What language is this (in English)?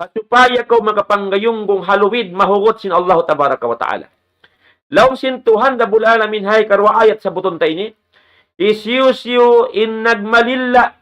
Tausug